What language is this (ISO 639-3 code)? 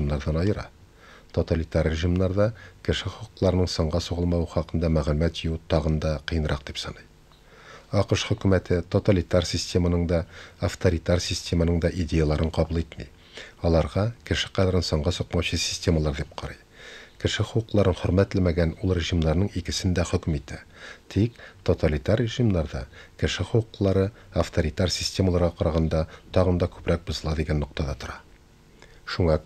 tat